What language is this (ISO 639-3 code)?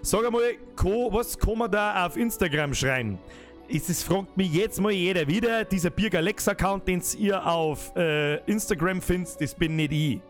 bar